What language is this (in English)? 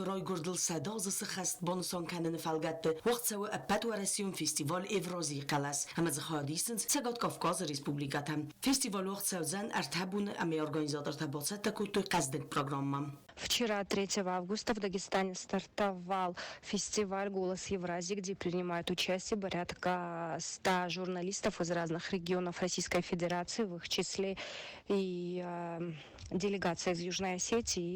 Ossetic